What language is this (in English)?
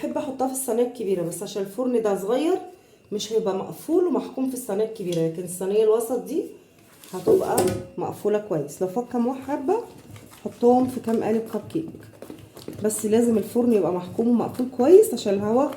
Egyptian Arabic